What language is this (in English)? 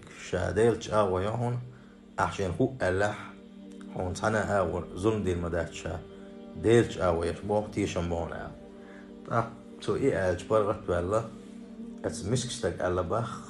Chechen